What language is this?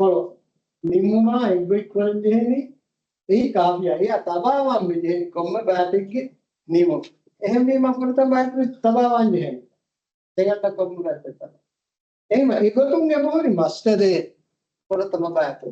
Divehi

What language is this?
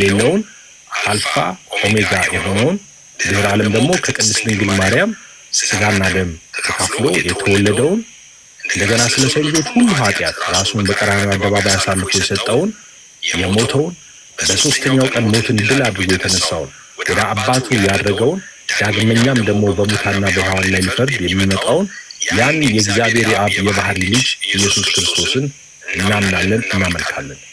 Amharic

